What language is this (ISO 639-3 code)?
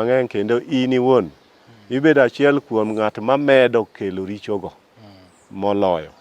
luo